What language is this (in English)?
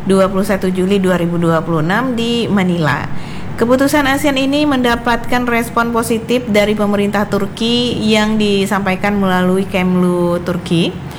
Indonesian